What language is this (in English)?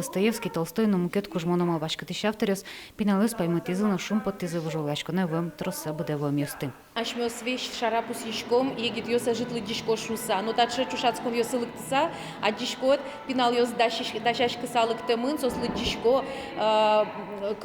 Udmurt